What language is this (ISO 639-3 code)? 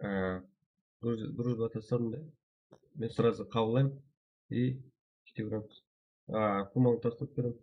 kaa